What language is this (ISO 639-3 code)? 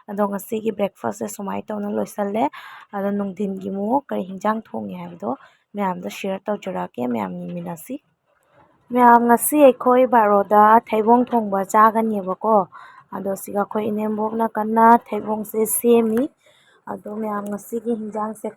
mni